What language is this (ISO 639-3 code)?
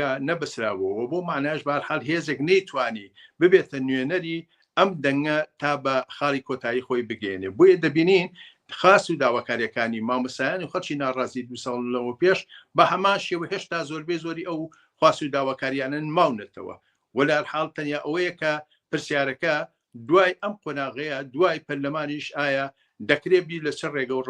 ckb